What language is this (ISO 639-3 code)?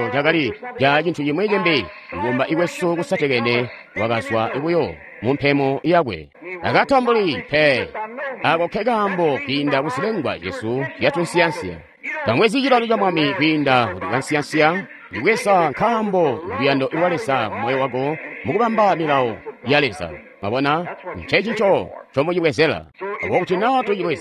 toi